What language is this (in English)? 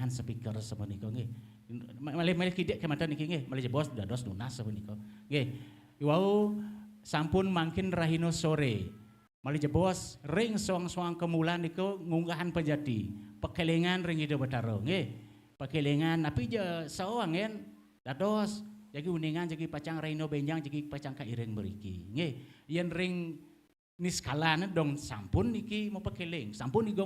Balinese